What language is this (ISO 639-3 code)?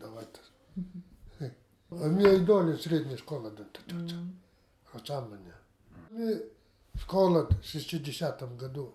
gld